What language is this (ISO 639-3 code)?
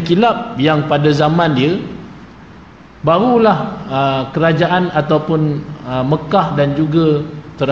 msa